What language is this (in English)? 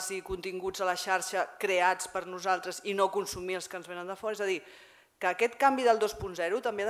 Catalan